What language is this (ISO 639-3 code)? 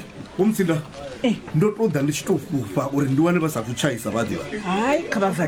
ven